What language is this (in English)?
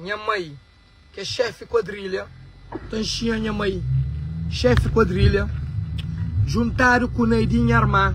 Kabuverdianu